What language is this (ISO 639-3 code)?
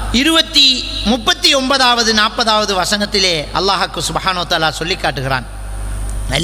tam